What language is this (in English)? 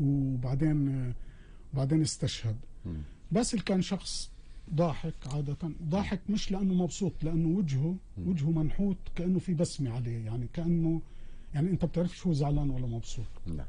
North Levantine Arabic